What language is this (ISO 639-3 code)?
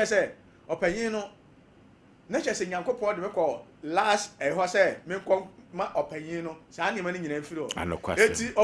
aka